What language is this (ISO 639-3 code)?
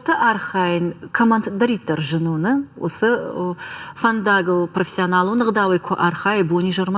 oss